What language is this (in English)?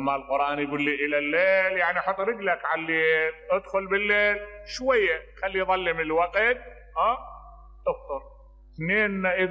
Mesopotamian Arabic